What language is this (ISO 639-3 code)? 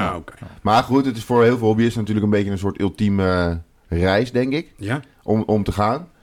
nld